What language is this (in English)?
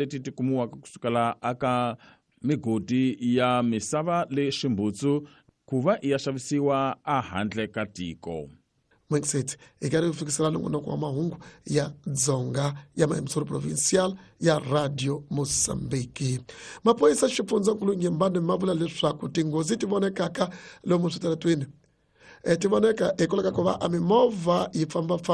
Tsonga